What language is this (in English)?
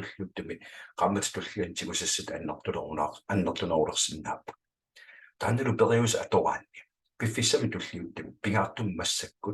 Kalaallisut